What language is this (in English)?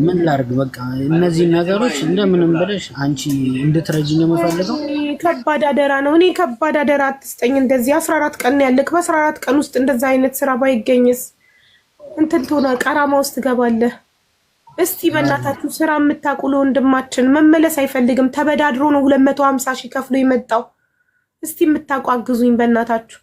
Amharic